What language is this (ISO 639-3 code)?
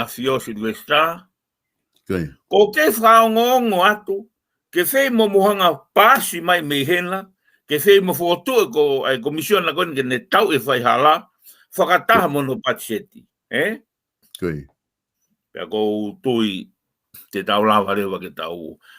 ton